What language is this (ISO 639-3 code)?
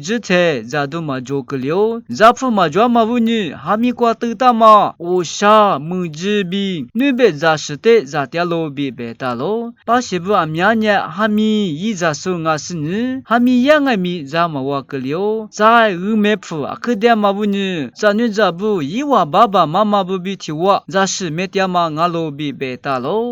lis